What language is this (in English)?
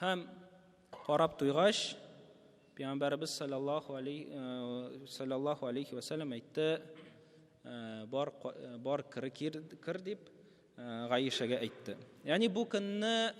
Tatar